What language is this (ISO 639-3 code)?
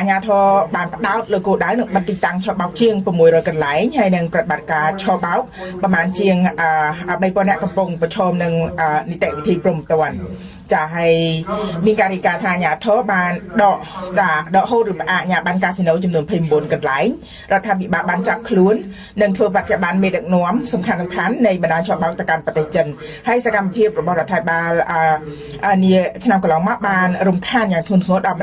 khm